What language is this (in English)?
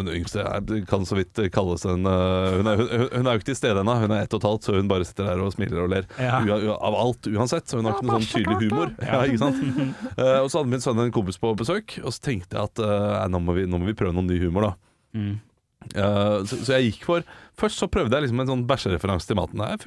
Norwegian